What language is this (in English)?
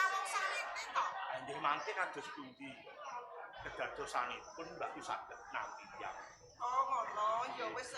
Javanese